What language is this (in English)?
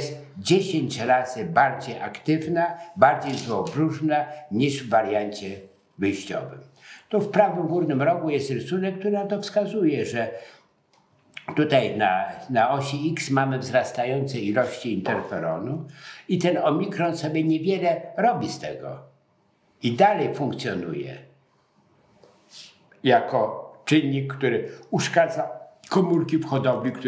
Polish